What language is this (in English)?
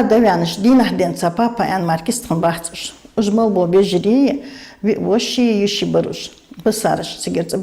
Ingush